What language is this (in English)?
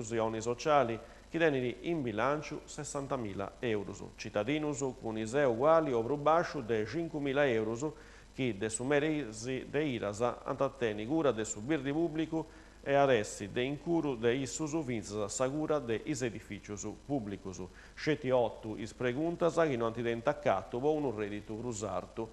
Sardinian